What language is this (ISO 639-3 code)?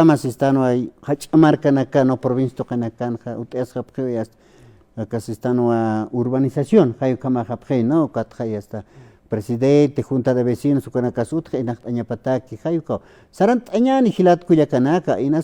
aym